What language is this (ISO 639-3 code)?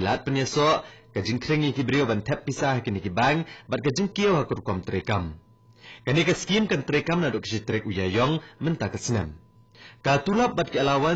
kha